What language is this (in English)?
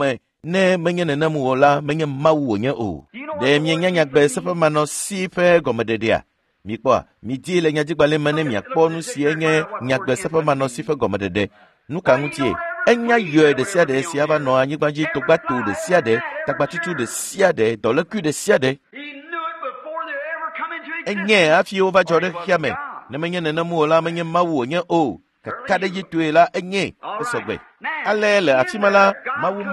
Ewe